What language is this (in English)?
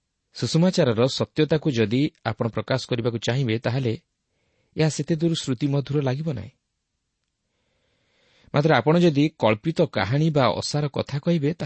Odia